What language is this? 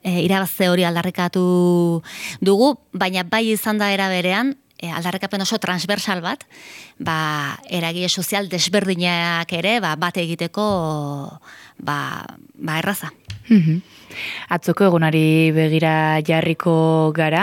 Basque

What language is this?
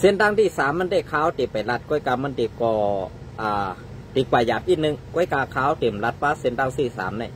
Shan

